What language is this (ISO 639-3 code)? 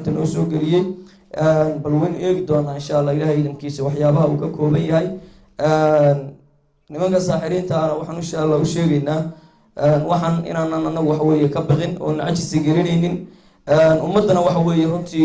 som